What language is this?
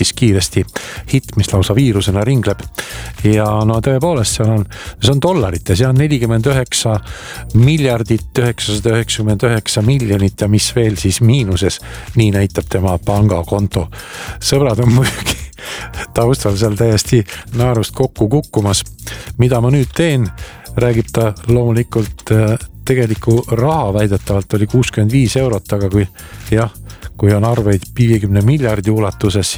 Estonian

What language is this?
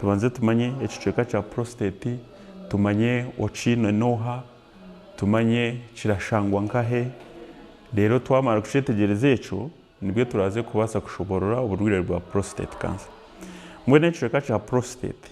Nyankole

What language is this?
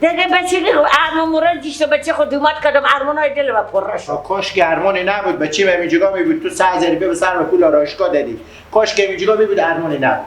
Persian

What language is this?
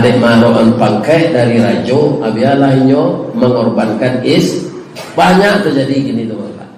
Minangkabau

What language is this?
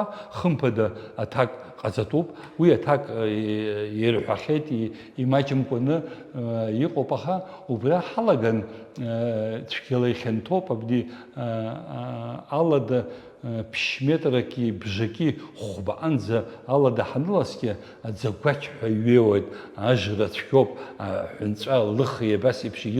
Abkhazian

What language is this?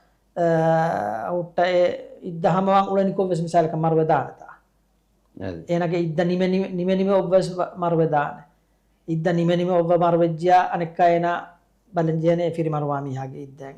Divehi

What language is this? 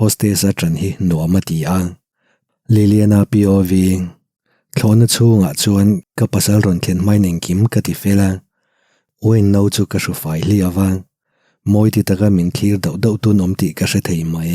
Mizo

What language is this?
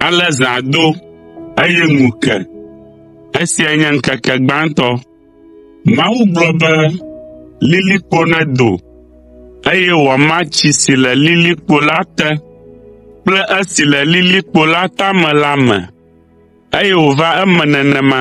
Ewe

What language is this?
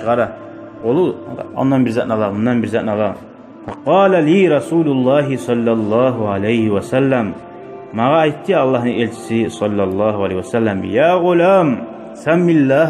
Kumyk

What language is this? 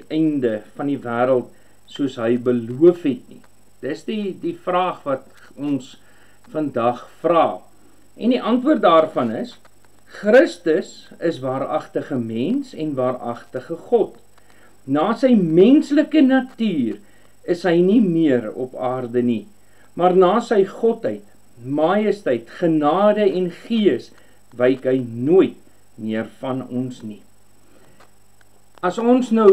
Afrikaans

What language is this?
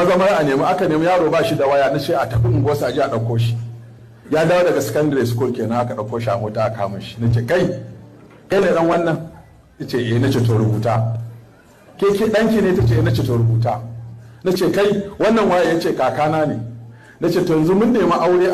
Hausa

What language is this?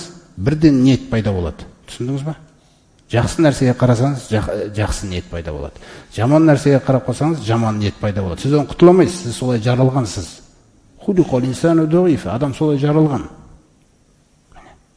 Kazakh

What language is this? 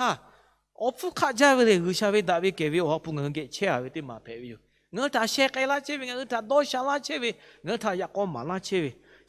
Lahu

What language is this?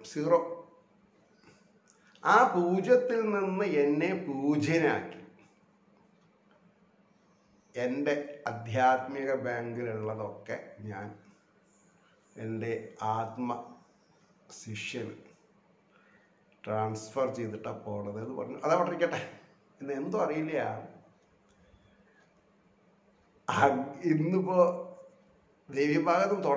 Malayalam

